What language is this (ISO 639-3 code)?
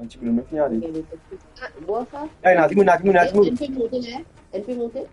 mfe